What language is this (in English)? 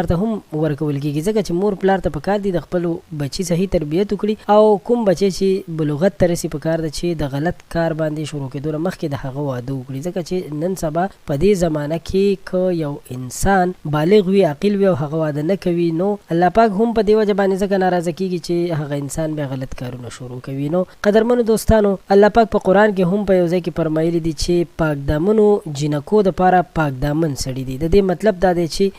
Pashto